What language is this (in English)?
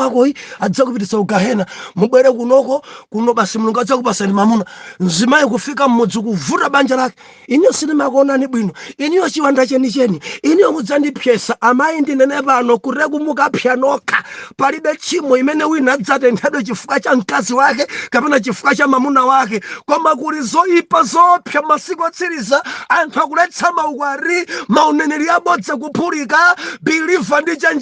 Nyanja